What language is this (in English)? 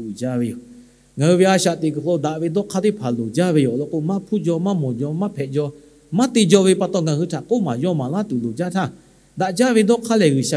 Lahu